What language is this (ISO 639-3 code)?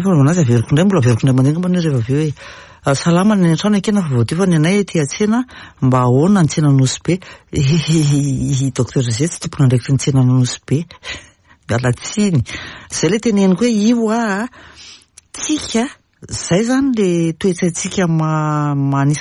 mlg